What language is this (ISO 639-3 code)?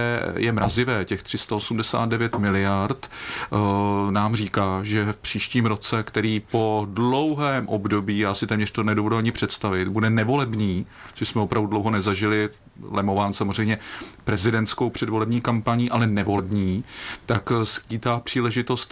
ces